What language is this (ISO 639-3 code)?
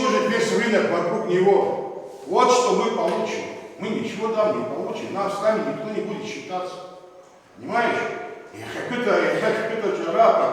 abk